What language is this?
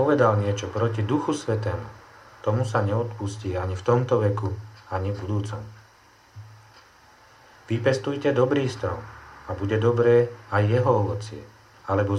Slovak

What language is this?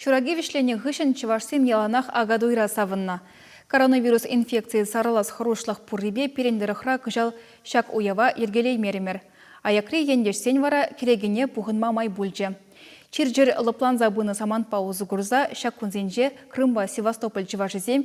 Chuvash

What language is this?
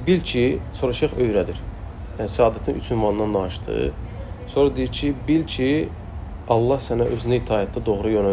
Azerbaijani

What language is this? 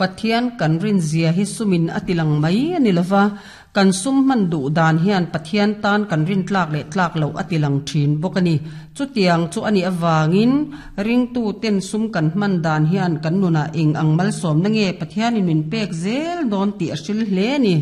Mizo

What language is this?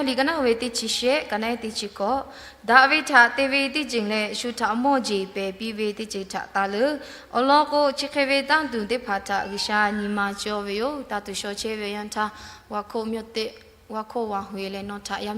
Lahu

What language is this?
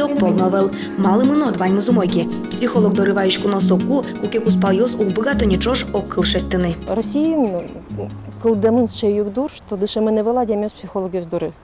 Udmurt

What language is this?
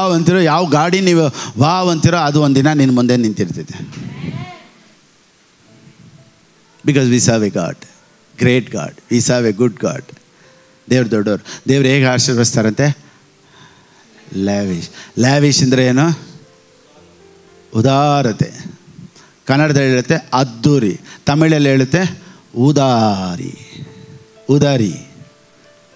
Kannada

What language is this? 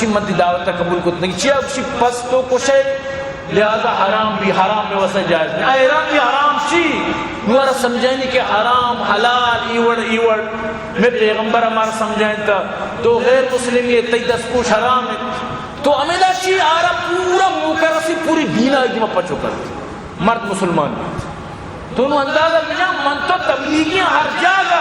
Eastern Balochi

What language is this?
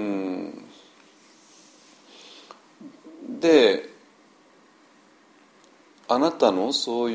Japanese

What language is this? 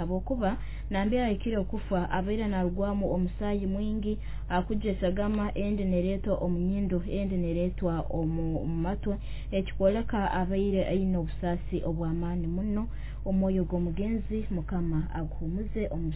Nyoro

